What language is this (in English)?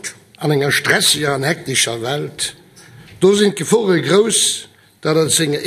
Luxembourgish